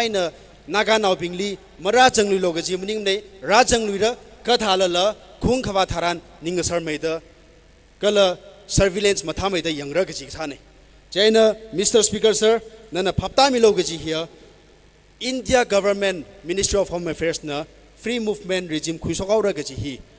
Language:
Tangkhul Naga (India)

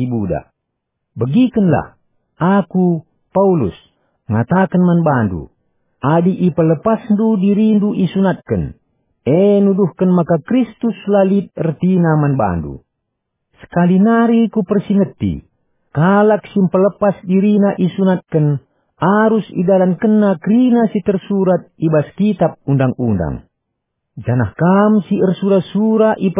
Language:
Batak Karo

